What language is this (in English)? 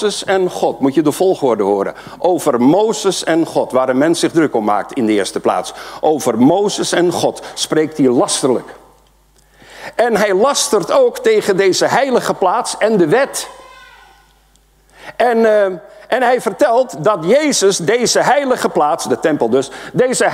Dutch